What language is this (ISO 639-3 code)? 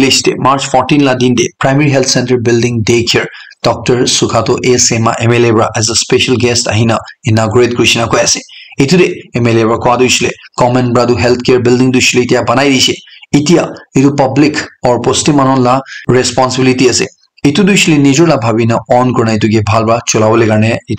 nag